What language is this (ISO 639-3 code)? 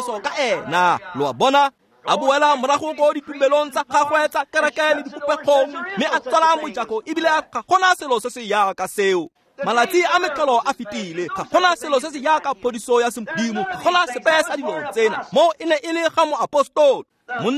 tsn